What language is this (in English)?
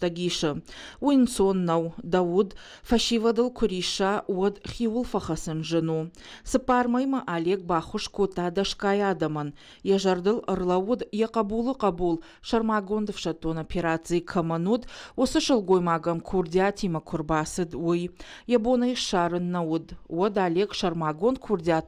Ossetic